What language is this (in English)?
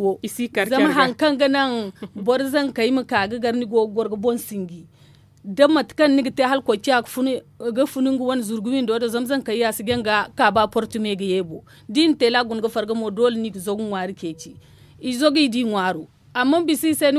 Zarma